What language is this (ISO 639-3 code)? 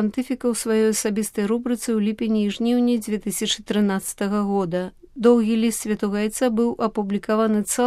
bel